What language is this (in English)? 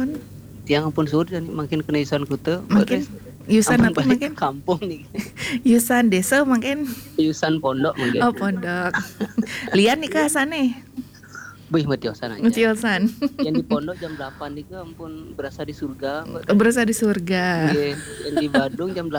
Balinese